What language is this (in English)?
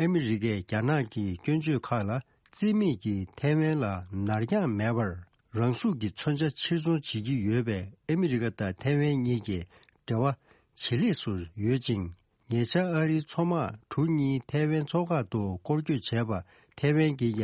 Tibetan